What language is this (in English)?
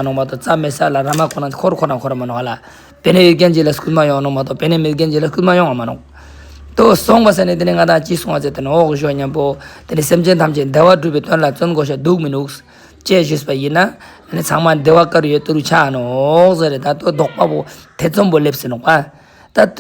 Ladakhi